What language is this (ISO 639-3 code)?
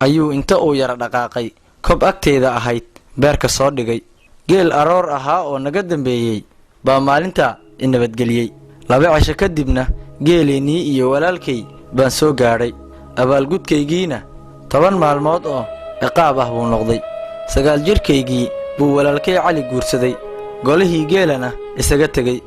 som